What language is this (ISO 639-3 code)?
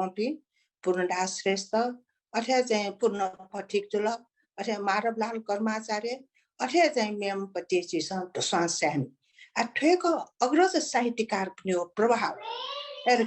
new